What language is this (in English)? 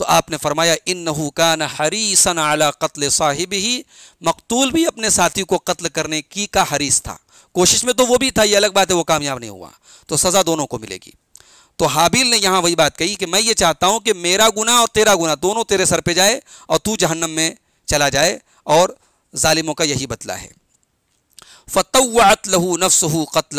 Urdu